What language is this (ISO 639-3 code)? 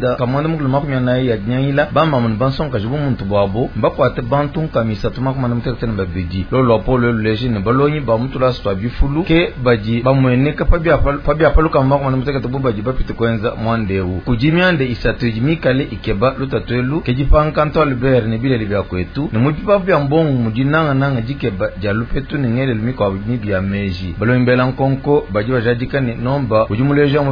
lua